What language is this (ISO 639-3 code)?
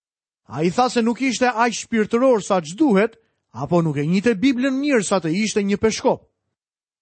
sqi